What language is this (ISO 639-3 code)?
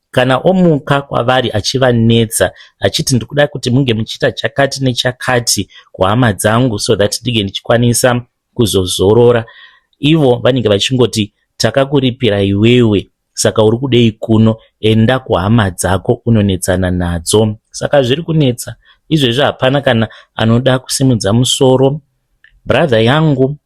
sna